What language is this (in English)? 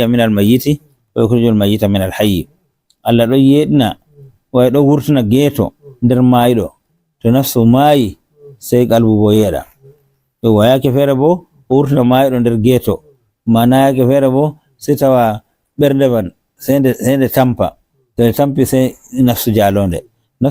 Fula